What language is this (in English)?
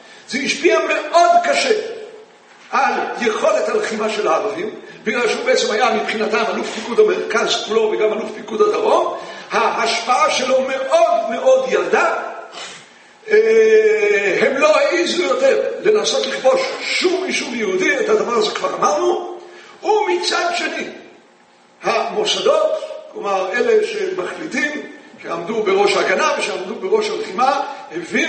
Hebrew